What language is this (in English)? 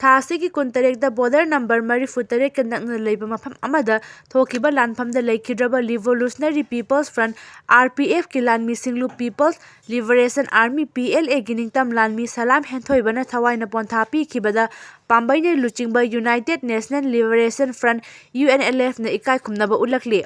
Manipuri